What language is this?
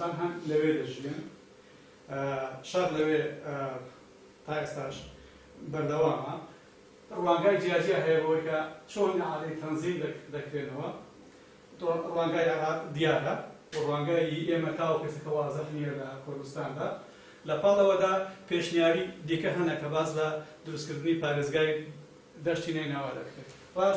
Central Kurdish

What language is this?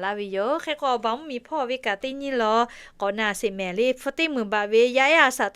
Lahu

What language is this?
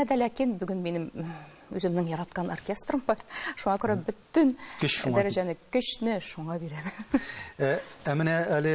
Tatar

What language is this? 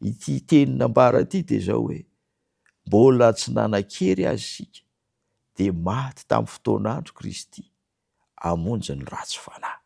Malagasy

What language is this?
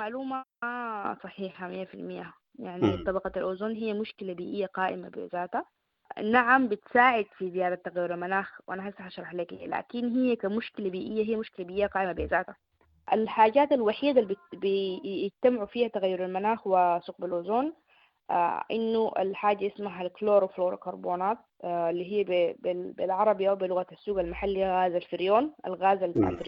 Sudanese Arabic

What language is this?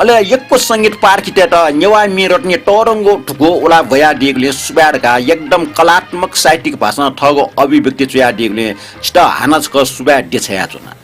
Newari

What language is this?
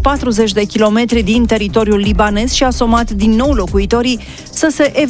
Romanian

